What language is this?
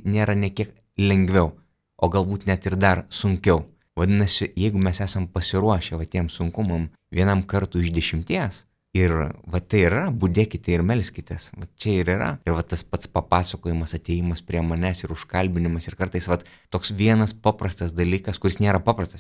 Lithuanian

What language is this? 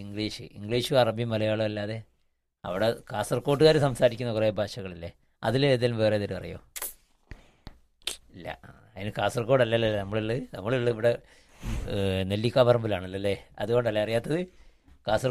Malayalam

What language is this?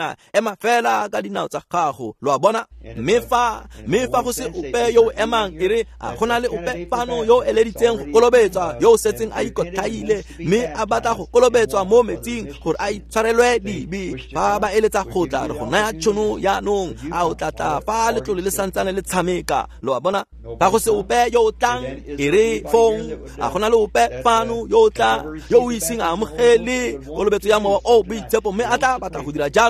Tswana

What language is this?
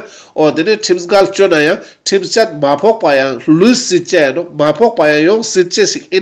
Ladakhi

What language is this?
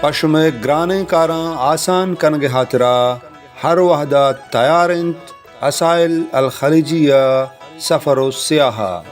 Baluchi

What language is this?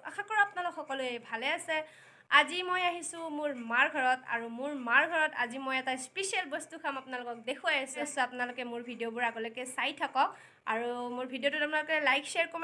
Assamese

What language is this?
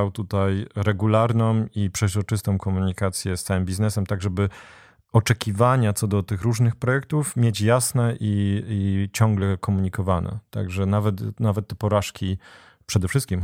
Polish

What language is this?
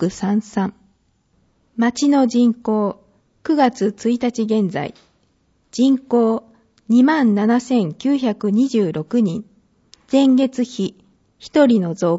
Japanese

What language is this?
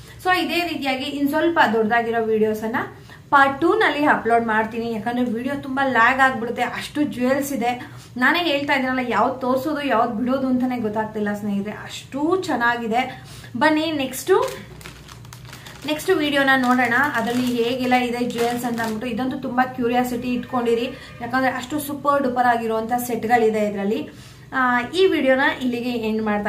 Kannada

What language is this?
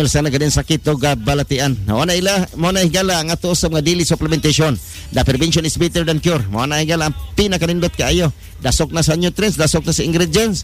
Cebuano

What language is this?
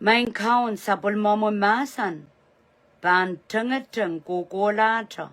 Pohnpeian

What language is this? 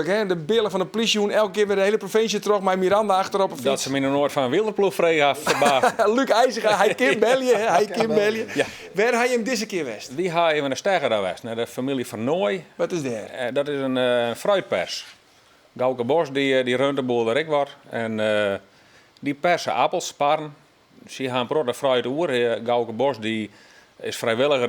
Western Frisian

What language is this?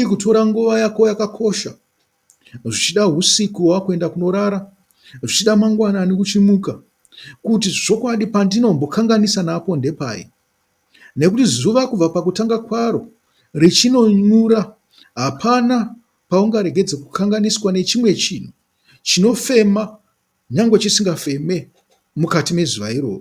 Shona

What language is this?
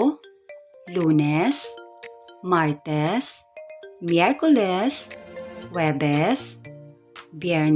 Cebuano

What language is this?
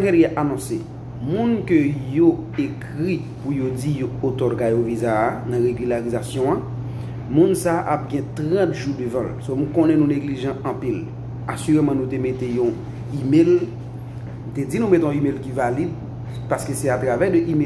Haitian Creole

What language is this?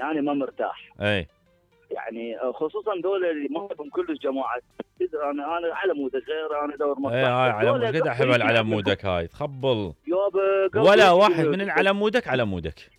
Mesopotamian Arabic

